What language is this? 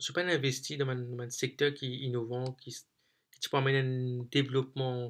Morisyen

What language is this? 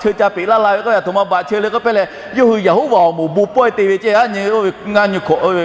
Lahu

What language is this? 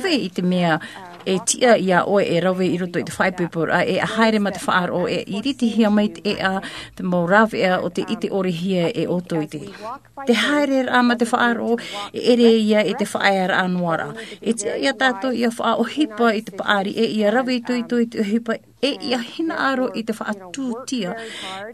Tahitian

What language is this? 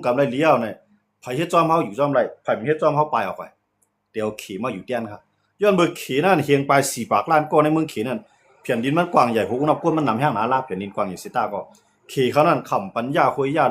Shan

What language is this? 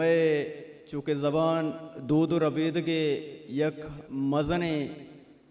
Baluchi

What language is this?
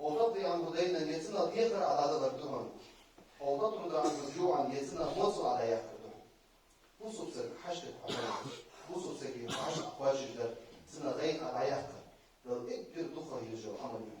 Ingush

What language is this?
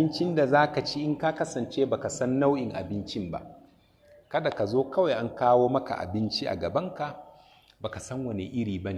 Hausa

